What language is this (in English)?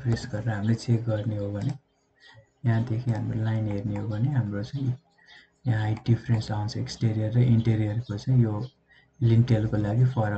Nepali